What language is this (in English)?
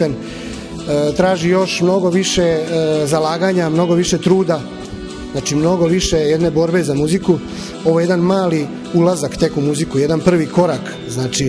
Serbian